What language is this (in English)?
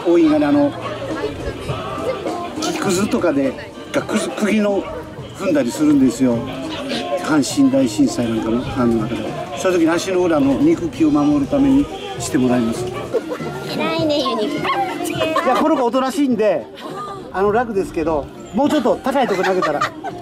Japanese